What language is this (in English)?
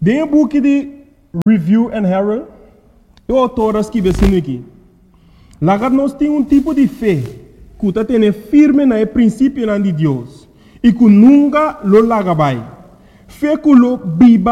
Papiamento